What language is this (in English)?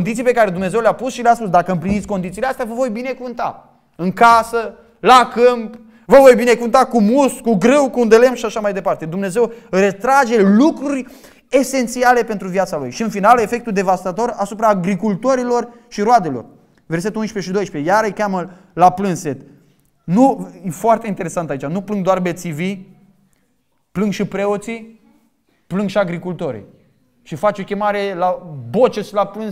Romanian